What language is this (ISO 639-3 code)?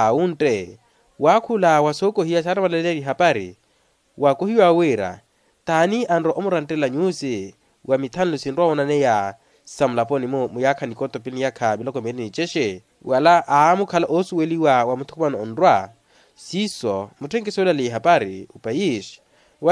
vmw